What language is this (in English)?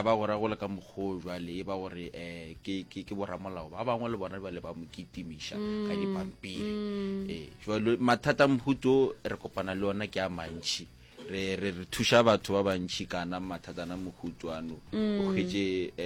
Northern Sotho